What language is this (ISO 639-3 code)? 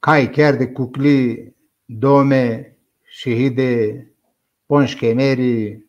zza